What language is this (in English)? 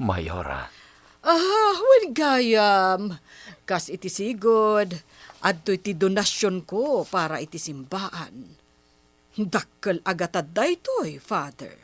Iloko